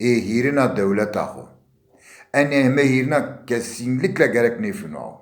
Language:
Zaza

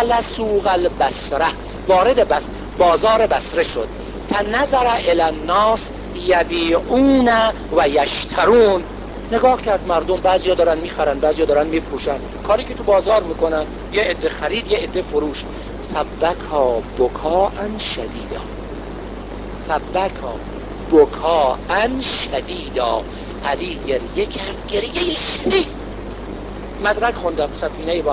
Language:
Persian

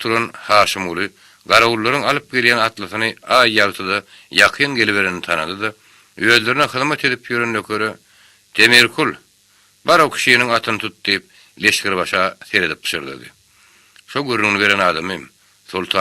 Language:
Turkmen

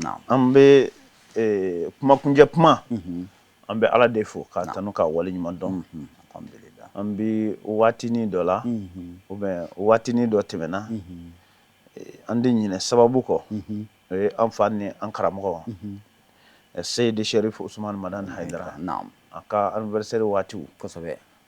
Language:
Bambara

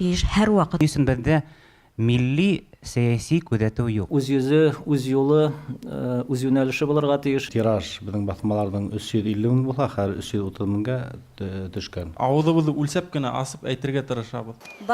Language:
Bashkir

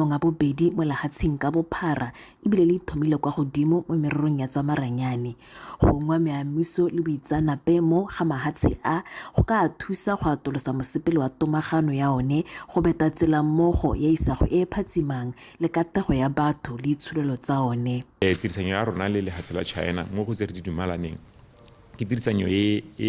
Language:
Tswana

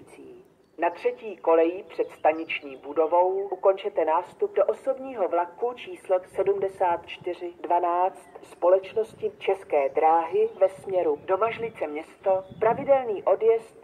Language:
Czech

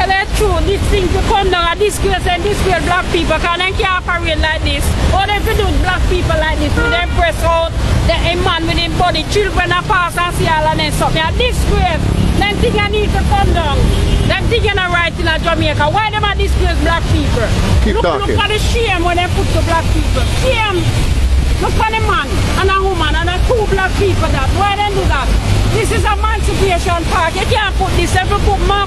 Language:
Jamaican Creole English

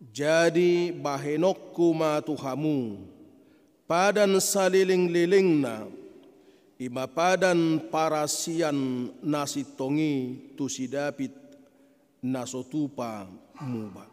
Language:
Batak Toba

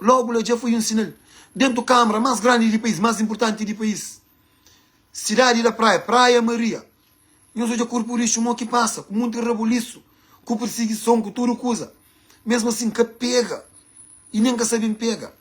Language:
Kabuverdianu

